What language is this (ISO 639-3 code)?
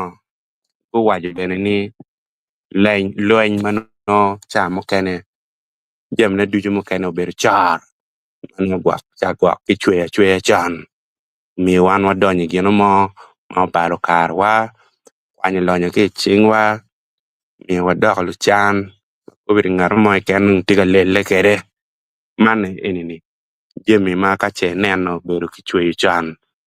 ach